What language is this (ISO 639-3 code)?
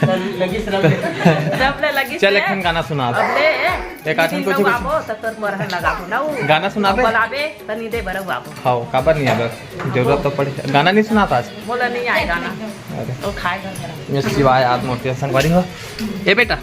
hne